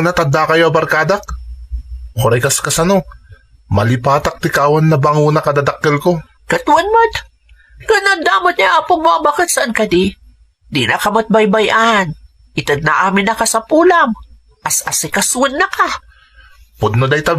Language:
Iloko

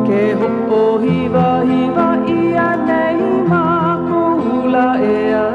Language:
Hawaiian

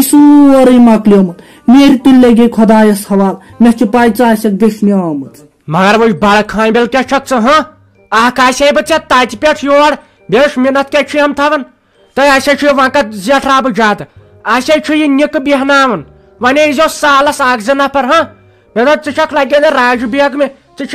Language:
Kashmiri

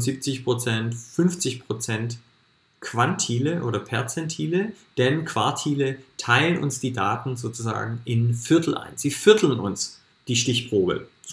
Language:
German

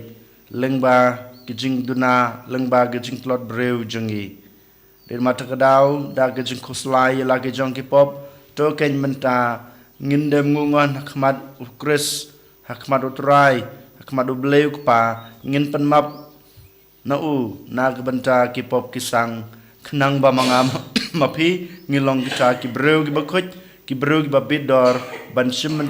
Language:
Khasi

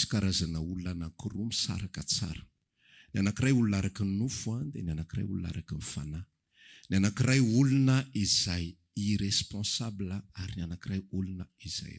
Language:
Malagasy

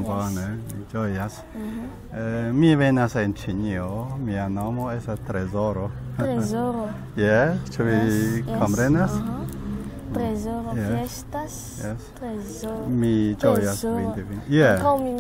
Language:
Esperanto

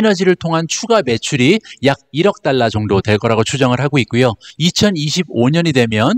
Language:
Korean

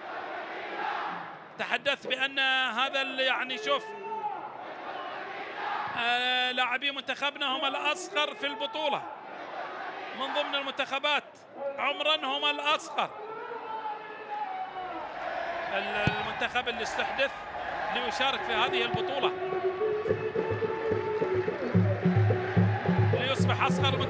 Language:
Arabic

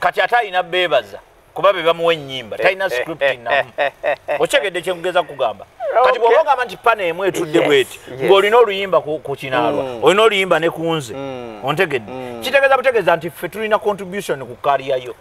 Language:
Ganda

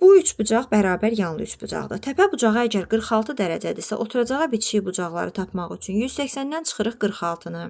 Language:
Azerbaijani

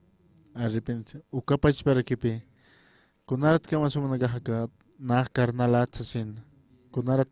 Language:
Aymara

